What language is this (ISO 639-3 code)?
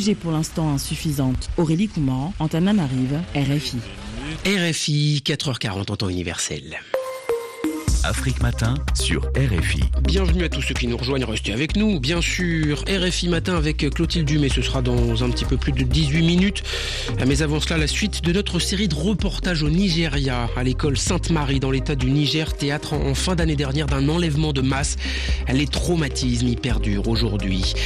fra